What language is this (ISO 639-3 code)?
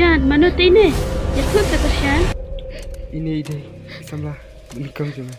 kha